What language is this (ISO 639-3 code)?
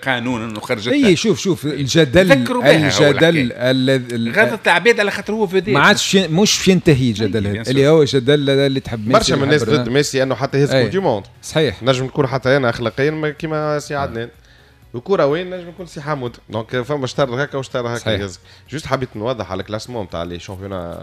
aeb